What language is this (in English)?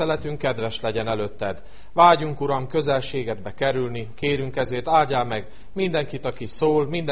Hungarian